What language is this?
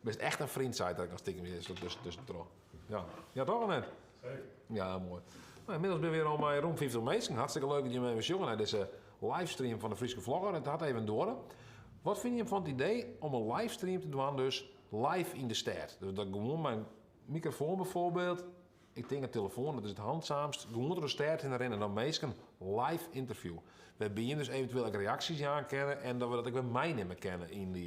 Western Frisian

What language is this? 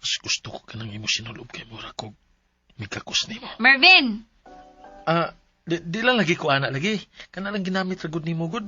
Cebuano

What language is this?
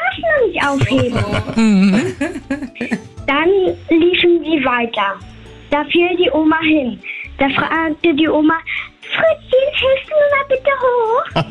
German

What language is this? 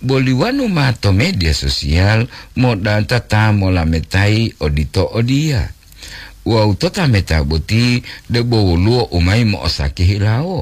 Gorontalo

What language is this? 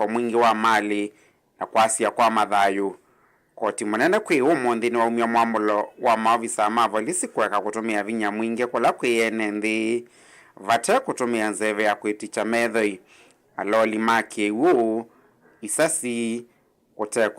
Kamba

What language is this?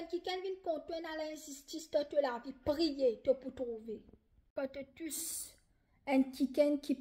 Morisyen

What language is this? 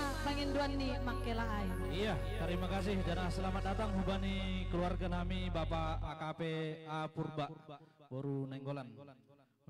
Batak Simalungun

